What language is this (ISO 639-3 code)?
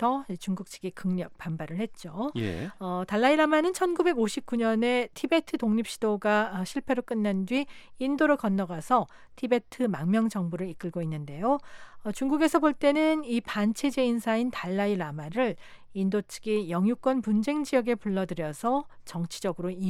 kor